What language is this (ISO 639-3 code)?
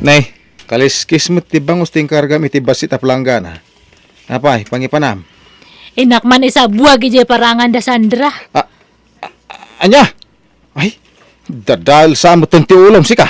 ilo